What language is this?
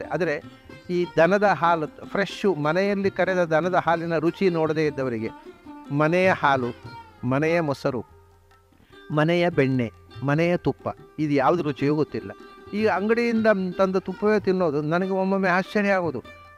Kannada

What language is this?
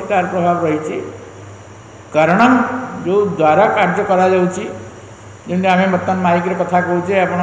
Odia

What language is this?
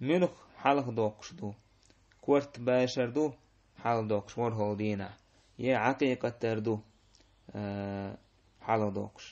Chechen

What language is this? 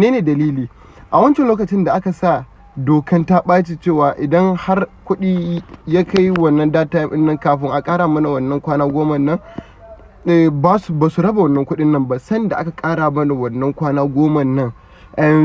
Hausa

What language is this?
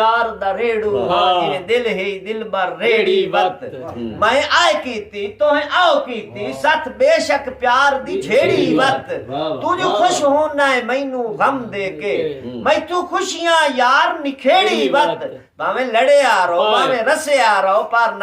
Saraiki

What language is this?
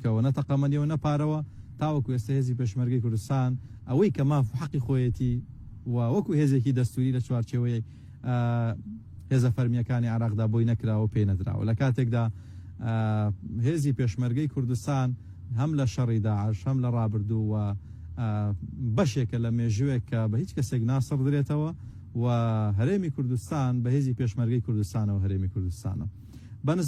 Central Kurdish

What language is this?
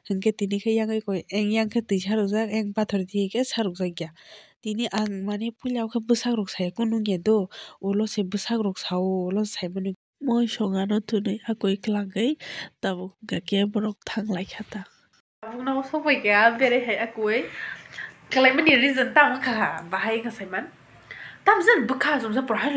Kok Borok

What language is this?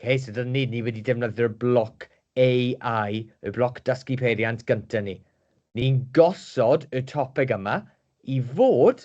Welsh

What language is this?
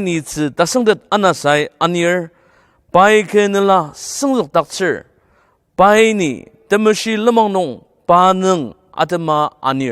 Ao Naga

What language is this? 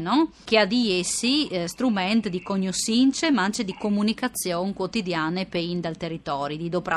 Friulian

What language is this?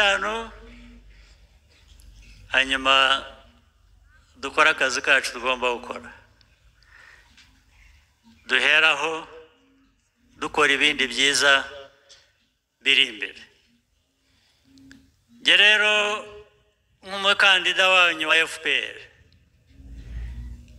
Kinyarwanda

